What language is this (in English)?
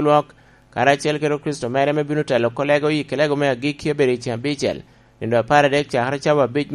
Lango (Uganda)